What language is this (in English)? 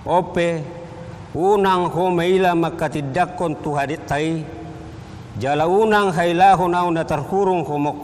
Batak Toba